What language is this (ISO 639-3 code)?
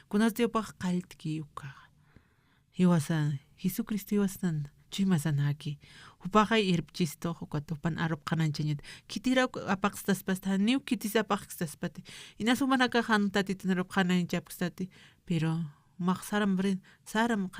aym